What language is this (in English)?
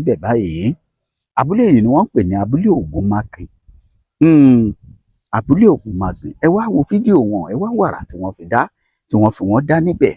Yoruba